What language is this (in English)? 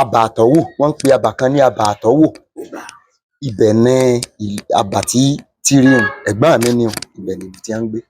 Yoruba